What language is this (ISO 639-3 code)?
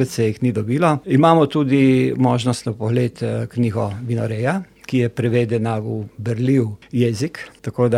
slv